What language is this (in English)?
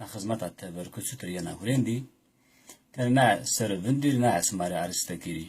Zaza